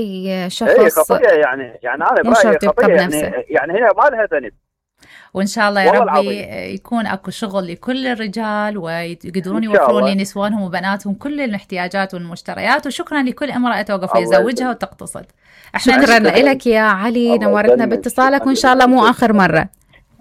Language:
Mesopotamian Arabic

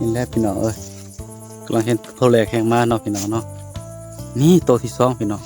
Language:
Northeastern Thai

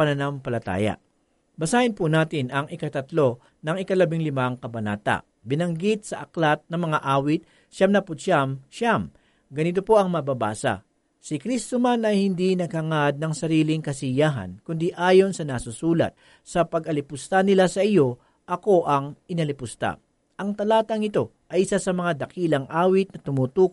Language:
Filipino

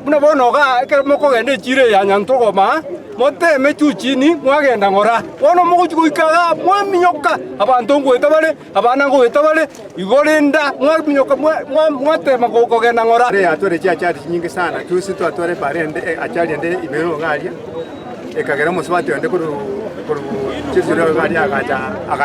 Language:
Gusii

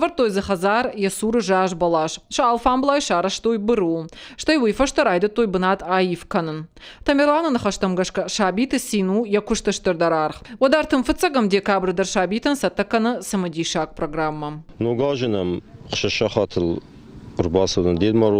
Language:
Ossetic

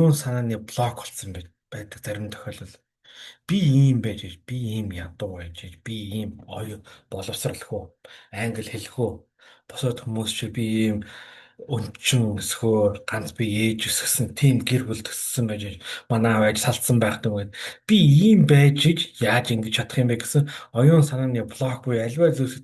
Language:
Mongolian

